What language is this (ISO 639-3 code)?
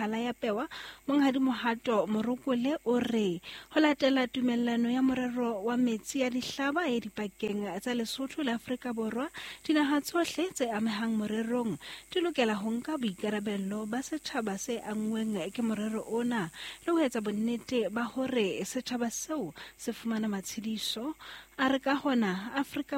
sot